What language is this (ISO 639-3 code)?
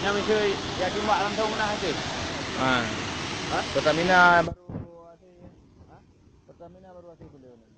ace